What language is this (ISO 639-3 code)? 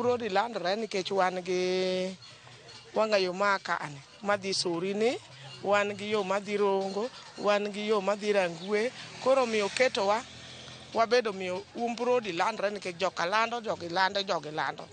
luo